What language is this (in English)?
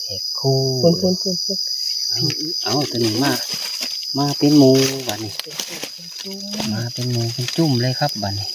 Northeastern Thai